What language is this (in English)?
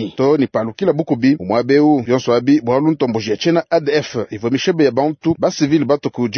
Luba-Lulua